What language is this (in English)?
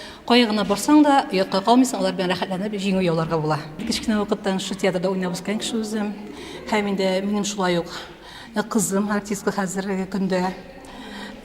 Tatar